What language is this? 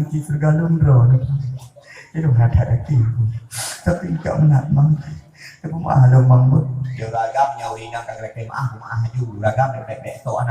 Achinese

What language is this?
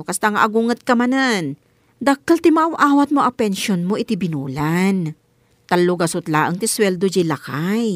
Iloko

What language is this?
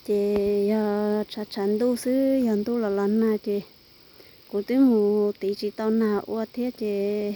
Hmong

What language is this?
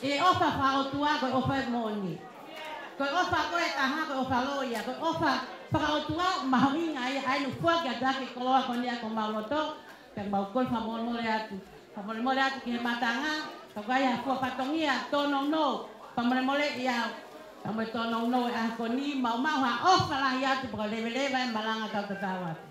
Tongan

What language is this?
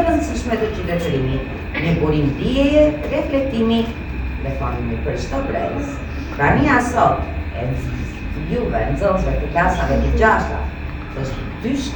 Albanian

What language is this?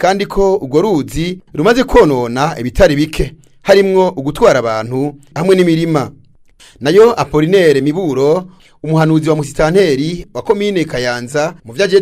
Rundi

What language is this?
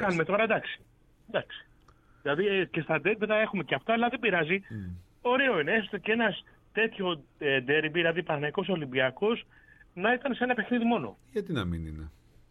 Greek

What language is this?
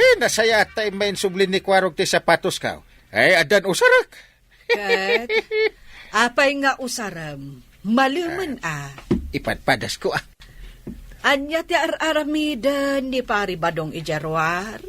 Iloko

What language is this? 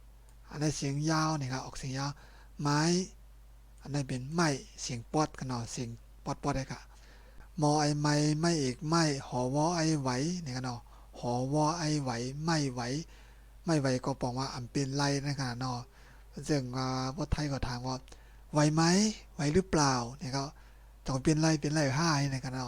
Shan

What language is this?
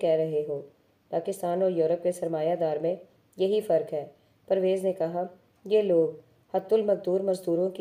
Urdu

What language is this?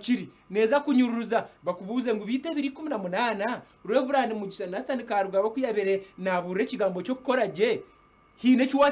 Nyankole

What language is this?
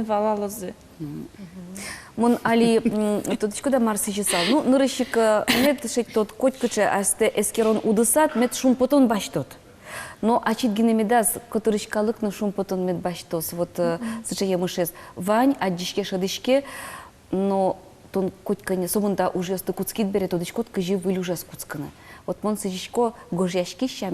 Udmurt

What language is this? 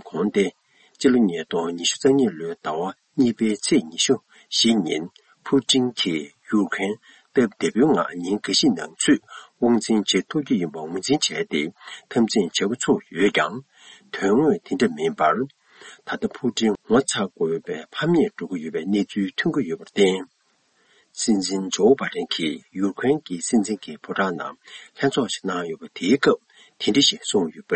Tibetan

